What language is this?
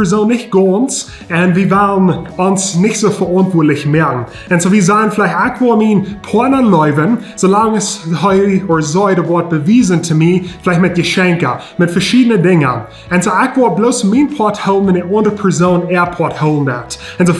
Plautdietsch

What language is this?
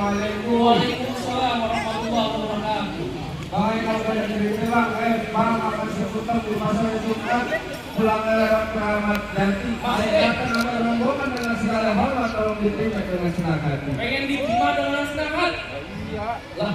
Betawi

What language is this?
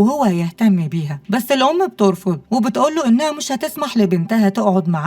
Egyptian Arabic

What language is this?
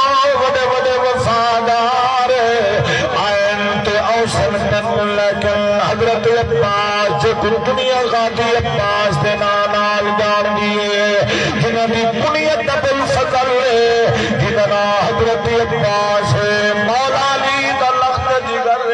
Saraiki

